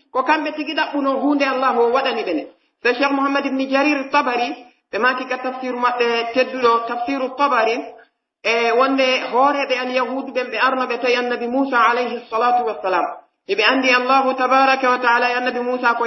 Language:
Pular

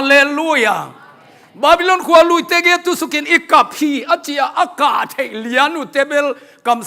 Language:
Tedim Chin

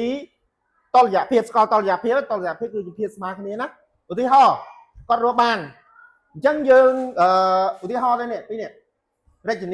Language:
Khmer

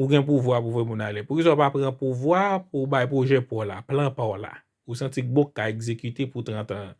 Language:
Haitian Creole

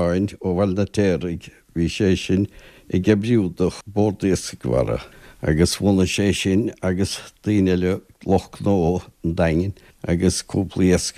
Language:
Irish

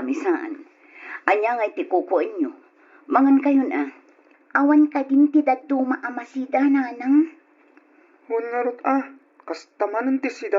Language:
Iloko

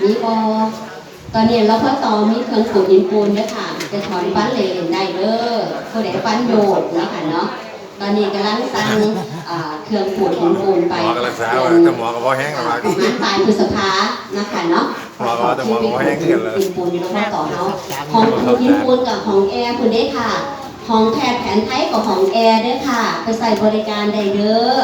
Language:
Northeastern Thai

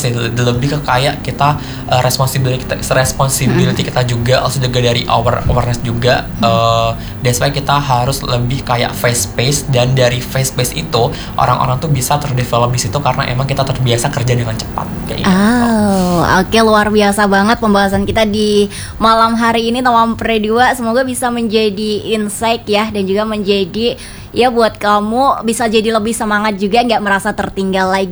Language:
Indonesian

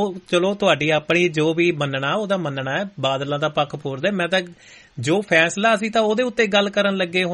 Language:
Punjabi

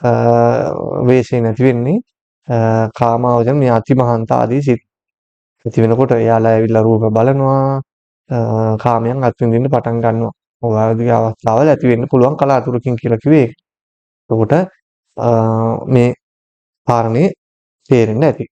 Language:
Sinhala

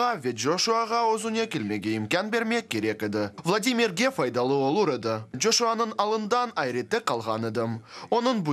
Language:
Crimean Tatar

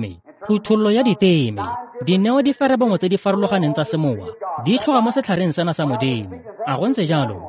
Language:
Tswana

